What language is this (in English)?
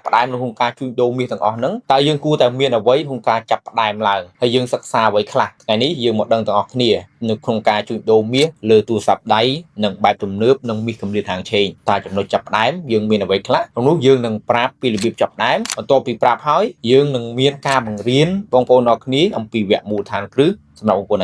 Khmer